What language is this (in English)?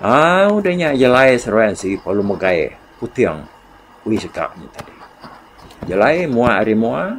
Iban